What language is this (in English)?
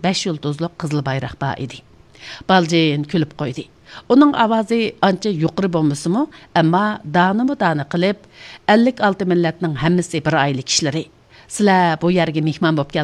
Uyghur